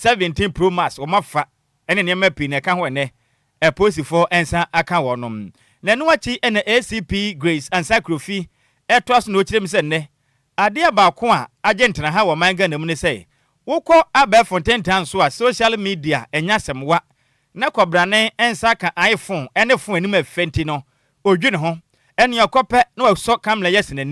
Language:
Akan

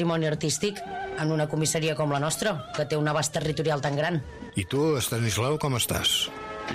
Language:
Catalan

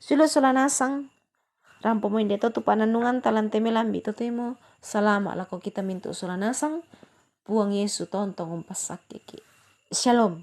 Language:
Toraja-Sa'dan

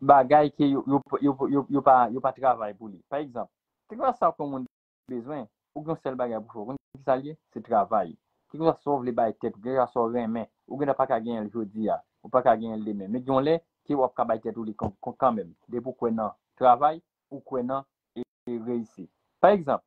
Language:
Haitian Creole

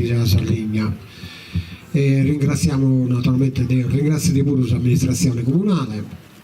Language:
Sardinian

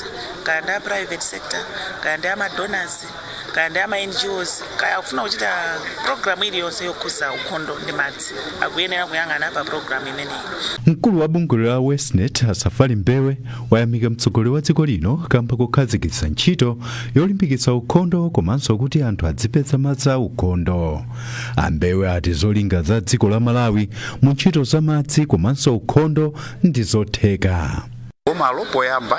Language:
Nyanja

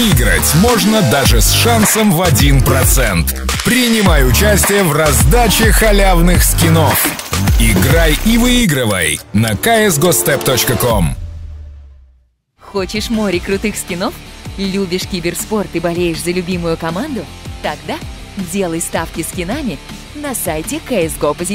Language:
Russian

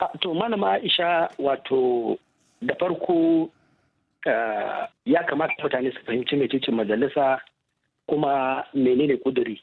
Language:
Hausa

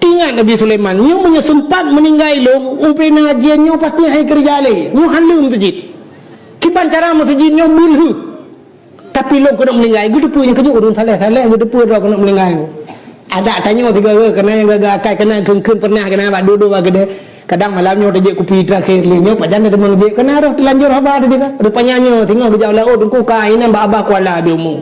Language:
Achinese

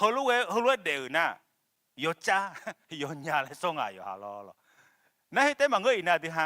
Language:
Akha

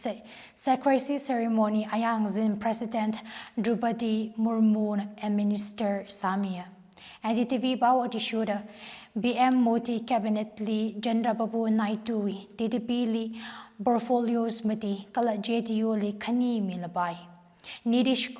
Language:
Tangkhul Naga (India)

